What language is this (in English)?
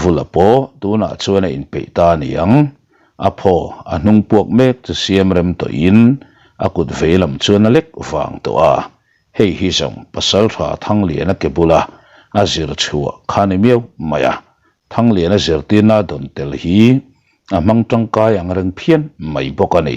Mizo